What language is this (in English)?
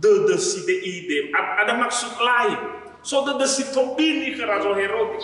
Nias